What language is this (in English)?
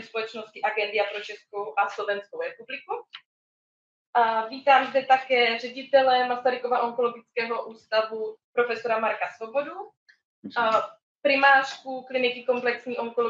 Czech